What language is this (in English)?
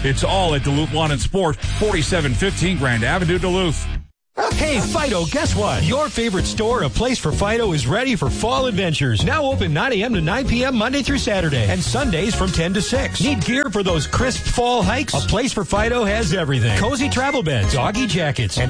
English